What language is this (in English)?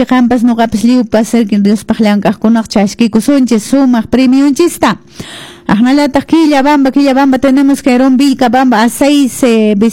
Quechua